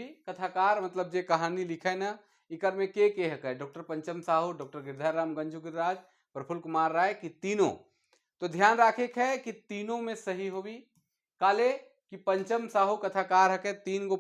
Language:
Sadri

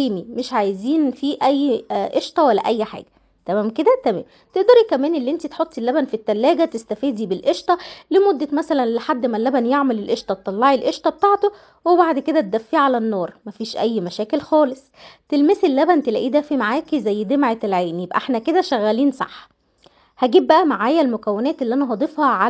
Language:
Egyptian Arabic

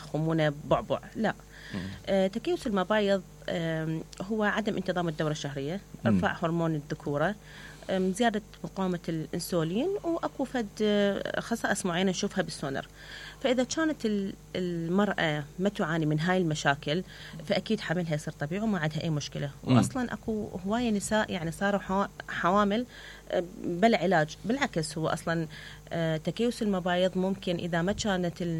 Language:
Mesopotamian Arabic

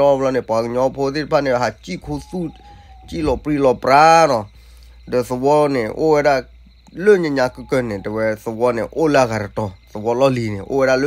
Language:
S'gaw Karen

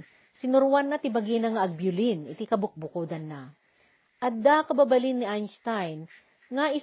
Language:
Iloko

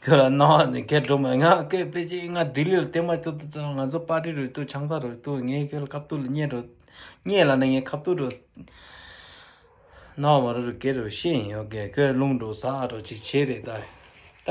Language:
Tibetan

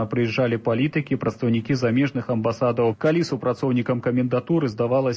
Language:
Belarusian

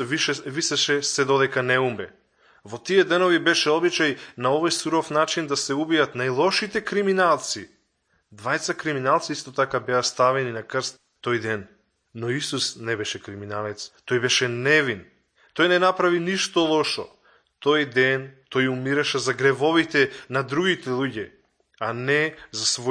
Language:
Macedonian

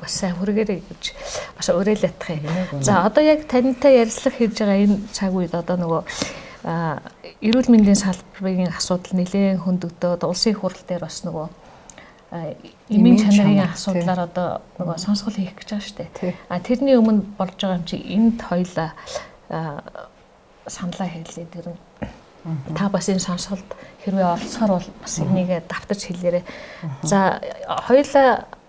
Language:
Mongolian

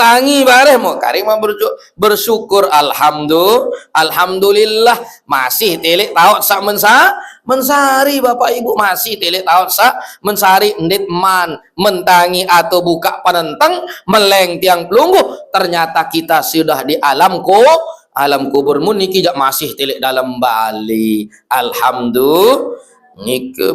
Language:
Sasak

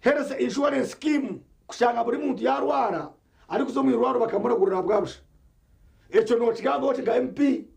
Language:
Nyankole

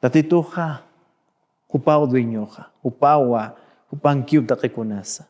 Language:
Aymara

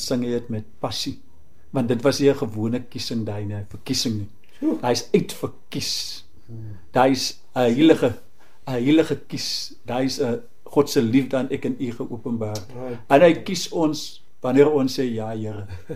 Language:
Afrikaans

